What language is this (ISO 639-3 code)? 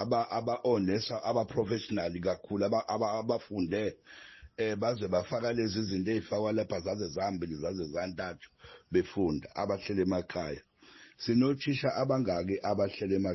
zul